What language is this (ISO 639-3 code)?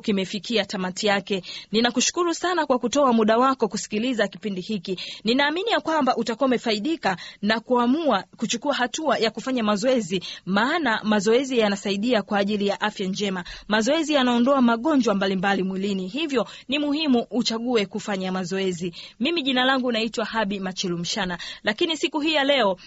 swa